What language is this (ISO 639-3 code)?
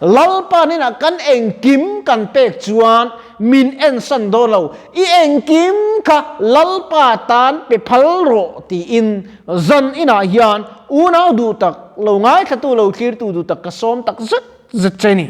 lus